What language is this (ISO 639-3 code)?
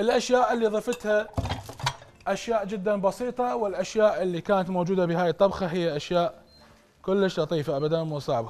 acm